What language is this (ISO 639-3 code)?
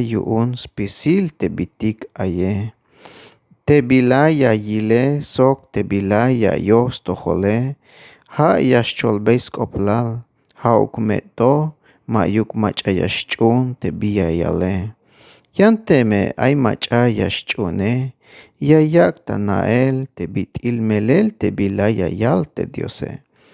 tzh